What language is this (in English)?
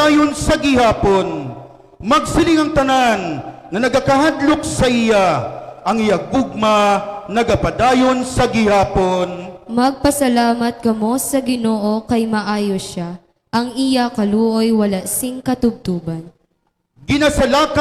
Hiligaynon